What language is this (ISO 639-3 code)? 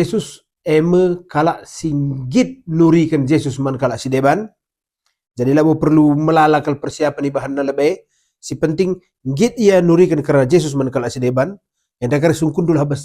btx